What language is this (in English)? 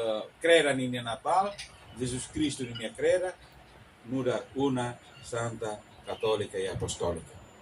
Tetum